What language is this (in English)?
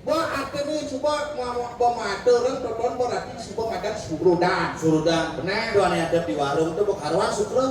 Balinese